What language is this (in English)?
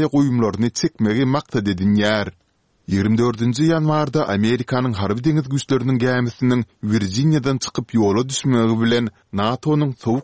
Turkmen